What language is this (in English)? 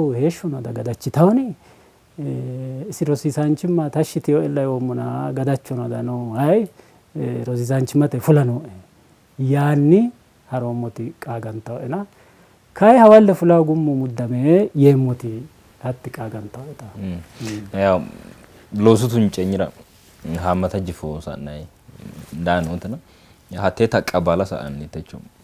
Sidamo